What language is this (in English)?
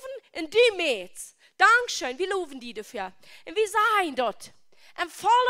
Plautdietsch